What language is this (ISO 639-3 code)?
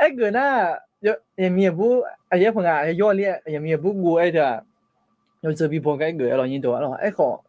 ahk